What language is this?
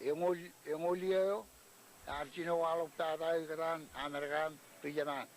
Marshallese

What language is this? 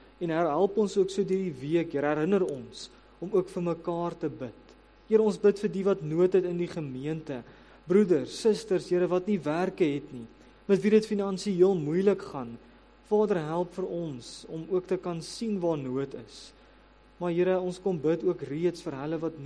Afrikaans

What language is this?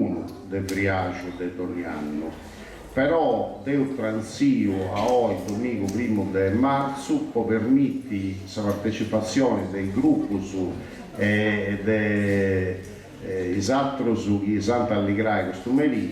Sardinian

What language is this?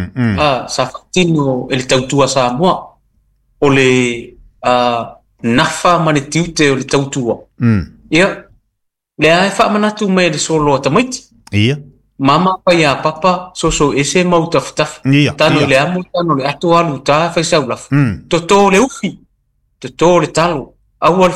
Samoan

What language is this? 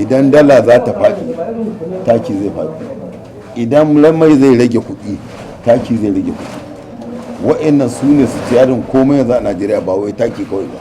Hausa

